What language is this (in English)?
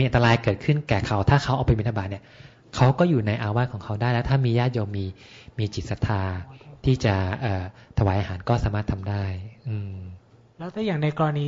Thai